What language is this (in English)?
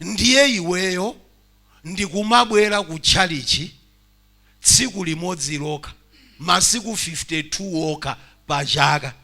Nyanja